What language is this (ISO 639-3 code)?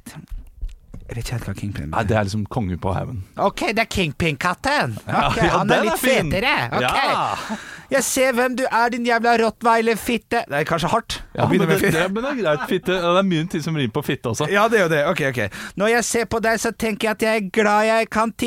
nor